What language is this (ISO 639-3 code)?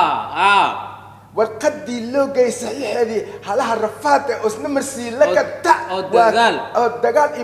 som